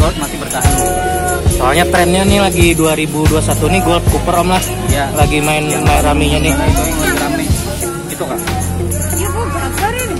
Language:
Banjar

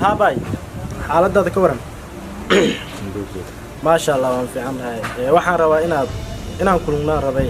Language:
Somali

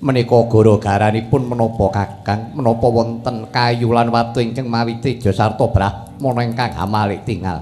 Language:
Javanese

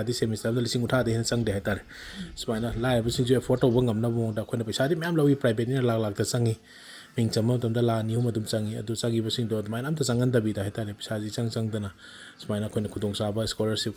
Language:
Manipuri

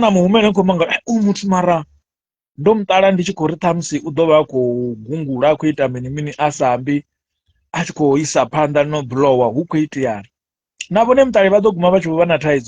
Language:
Venda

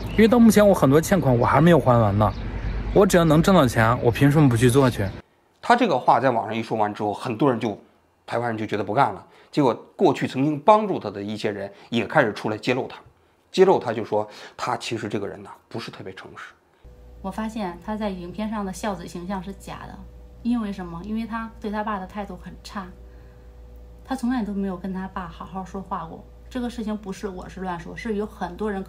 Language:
Chinese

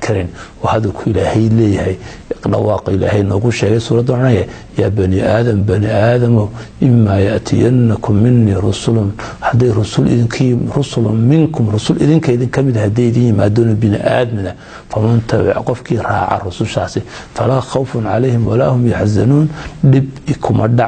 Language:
Somali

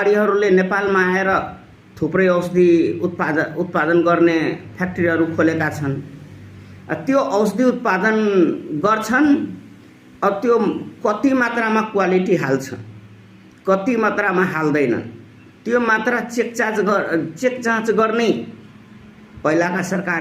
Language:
Nepali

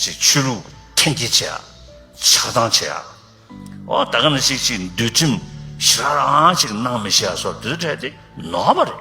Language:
Tibetan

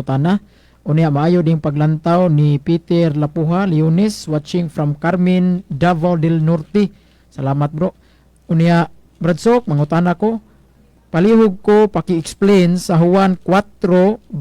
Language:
Cebuano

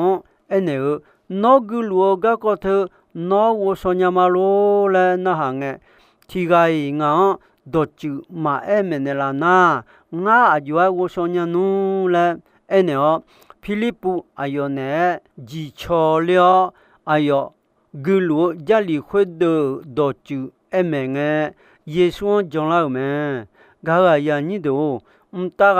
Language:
Akha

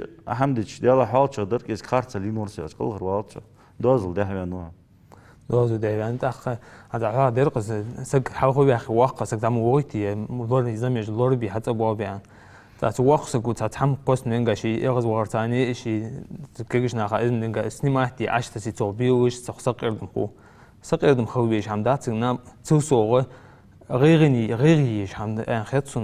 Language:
Ingush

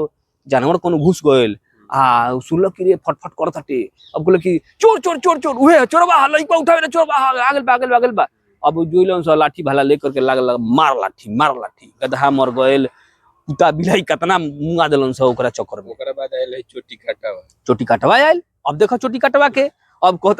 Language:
Bhojpuri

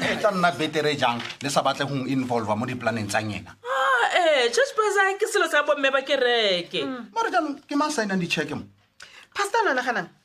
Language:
Tswana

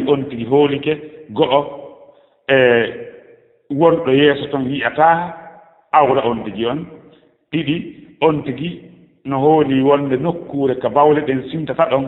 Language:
Fula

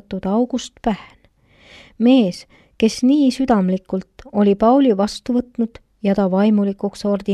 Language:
Estonian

